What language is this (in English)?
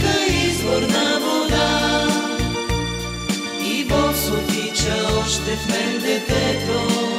Bulgarian